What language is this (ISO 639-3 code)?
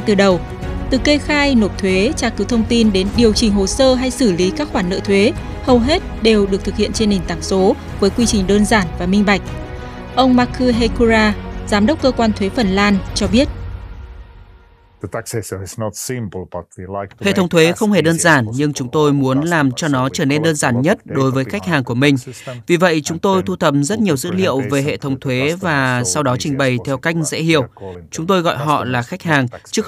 vie